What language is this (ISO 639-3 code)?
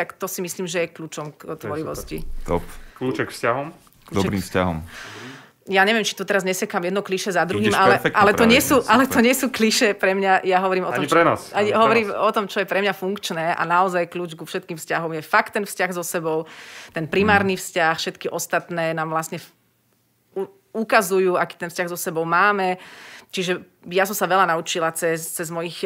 slk